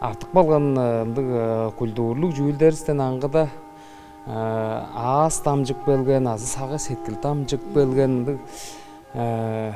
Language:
Tuvinian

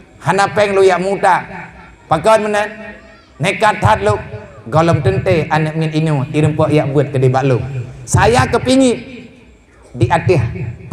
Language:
Achinese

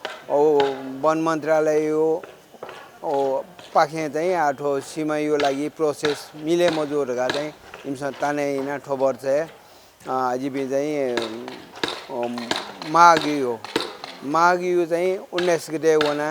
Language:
Newari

